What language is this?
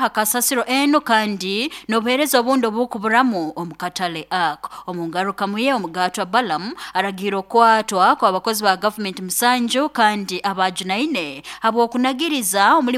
Nyankole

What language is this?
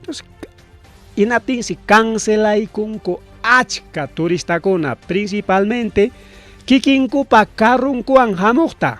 Ayacucho Quechua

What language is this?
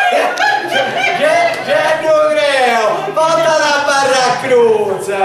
Sardinian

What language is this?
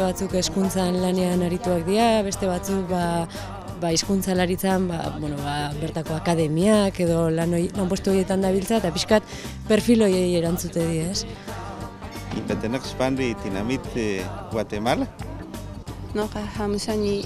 Basque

